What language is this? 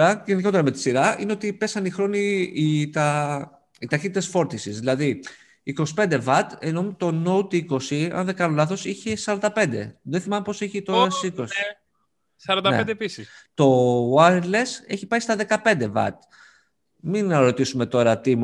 Greek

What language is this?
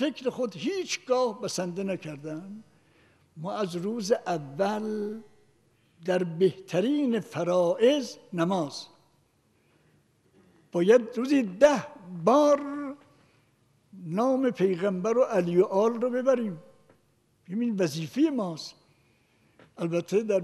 Persian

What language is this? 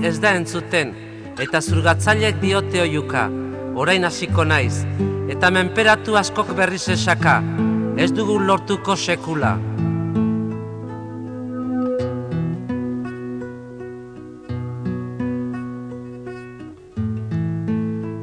Basque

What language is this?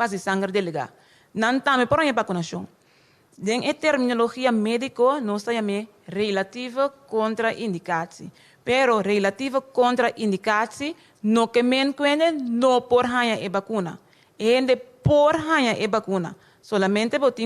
Papiamento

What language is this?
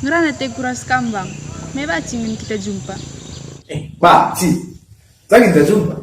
Batak Karo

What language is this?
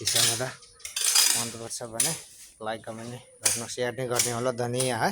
Nepali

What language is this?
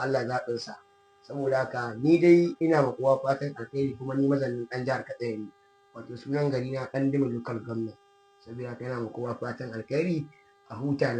Hausa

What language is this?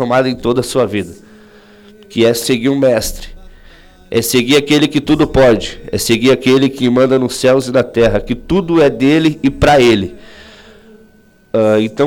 Portuguese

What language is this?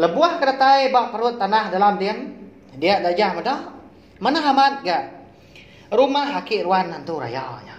Iban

